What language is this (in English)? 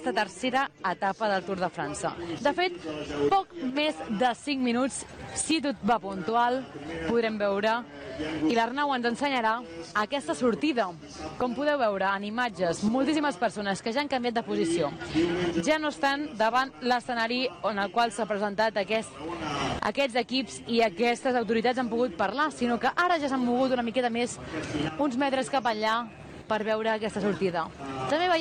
Catalan